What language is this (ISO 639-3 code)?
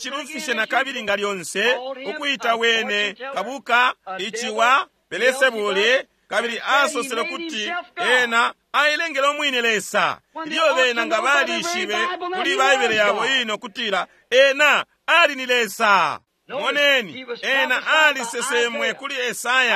bem